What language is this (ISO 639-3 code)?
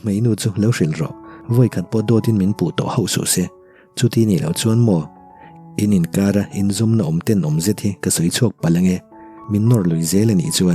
lus